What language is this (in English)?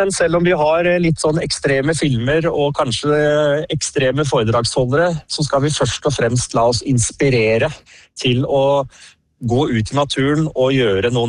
Norwegian